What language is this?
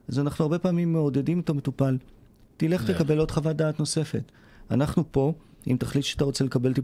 Hebrew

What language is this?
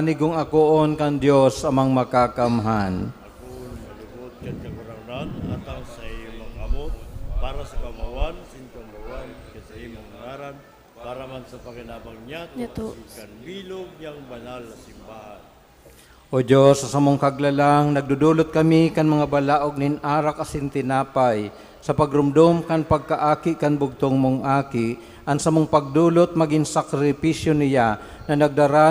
Bikol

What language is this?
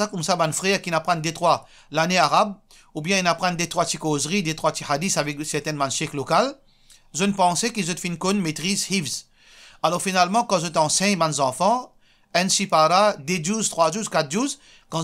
Morisyen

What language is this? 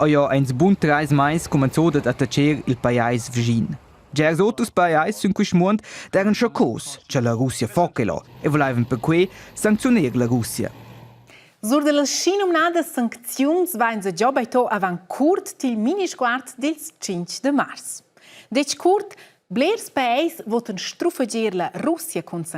Romansh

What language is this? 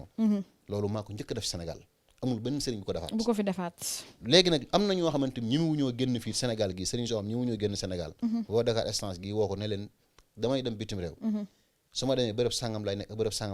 Wolof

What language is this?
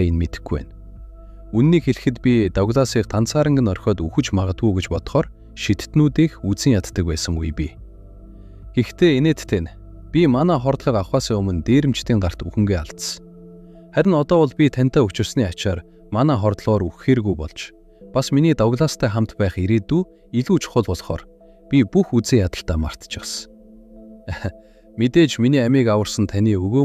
Mongolian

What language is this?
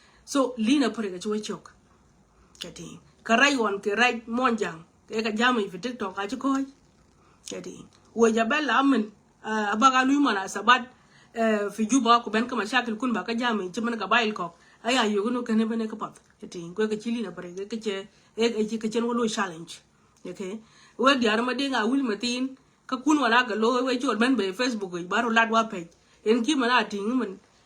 Nuer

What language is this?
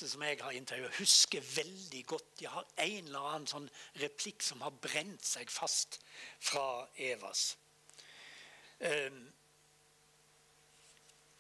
Norwegian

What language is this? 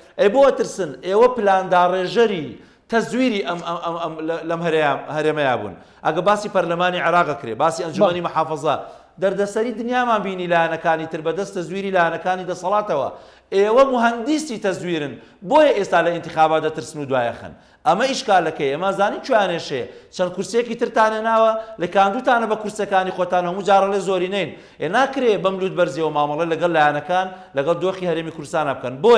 Central Kurdish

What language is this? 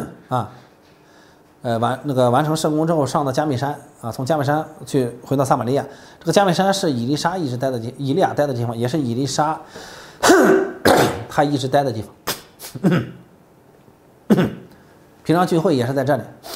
Chinese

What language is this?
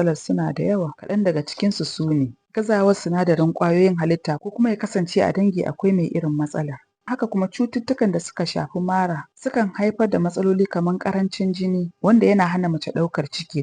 Hausa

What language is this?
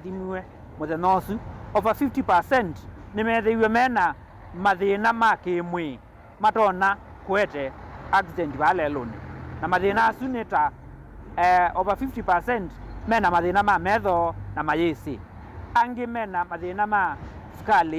Kamba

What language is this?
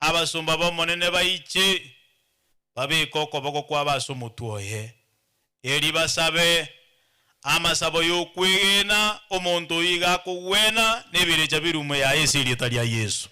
Gusii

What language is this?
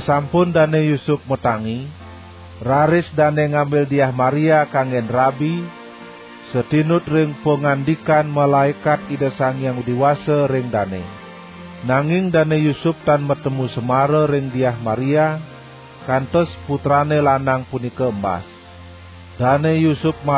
Balinese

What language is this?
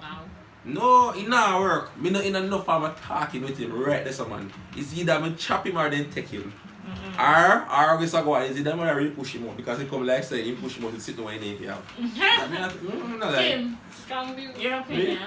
Jamaican Creole English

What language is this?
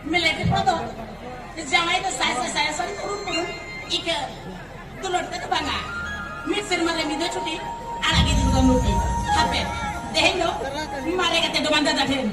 Santali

